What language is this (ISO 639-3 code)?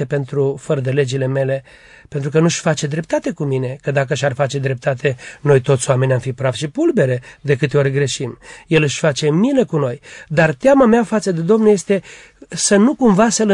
ron